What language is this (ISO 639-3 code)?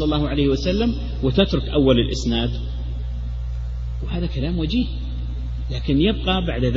ara